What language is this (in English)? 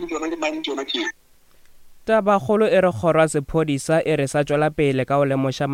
Northern Sotho